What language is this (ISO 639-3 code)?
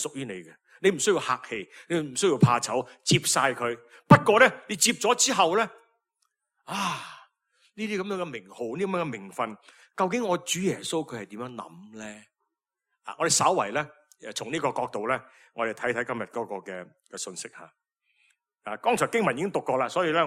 yue